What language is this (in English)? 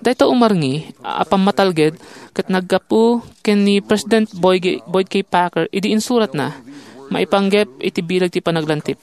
Iloko